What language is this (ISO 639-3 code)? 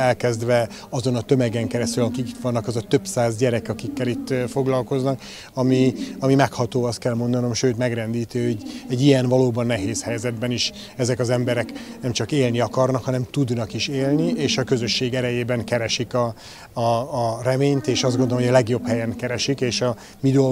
hun